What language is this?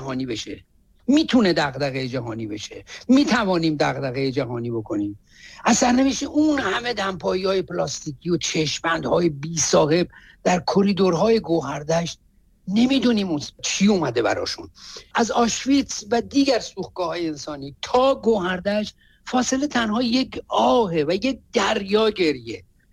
Persian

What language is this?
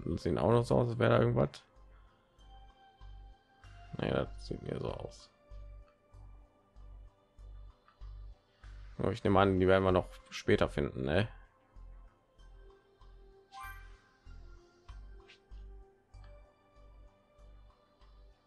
German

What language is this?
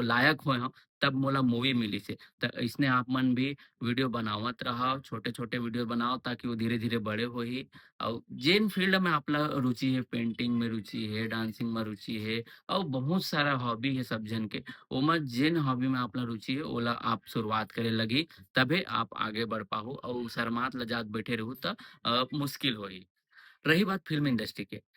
Chhattisgarhi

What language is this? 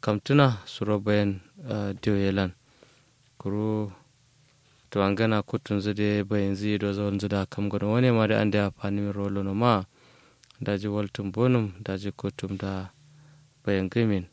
Kanuri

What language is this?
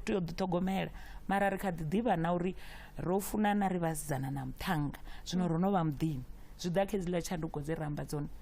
Venda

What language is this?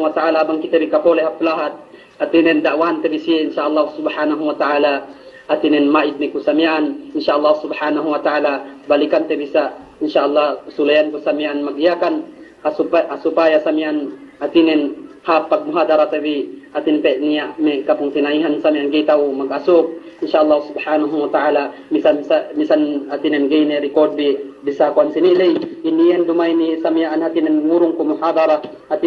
Yakan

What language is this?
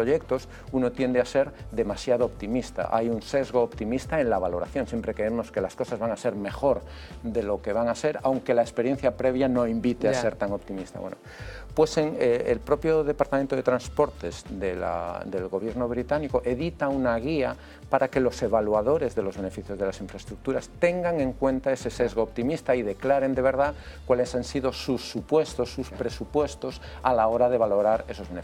Spanish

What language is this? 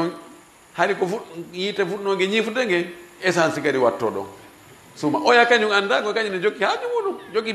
Fula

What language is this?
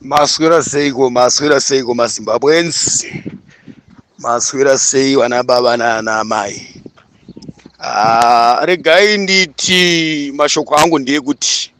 Shona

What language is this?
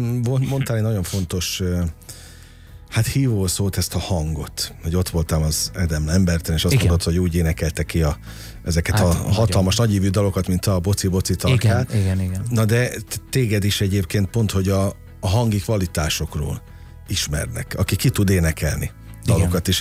Hungarian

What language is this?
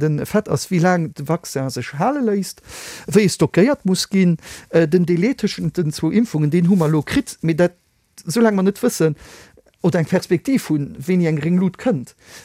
Luxembourgish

